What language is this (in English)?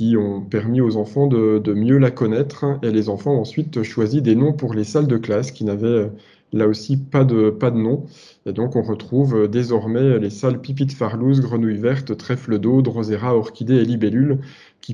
French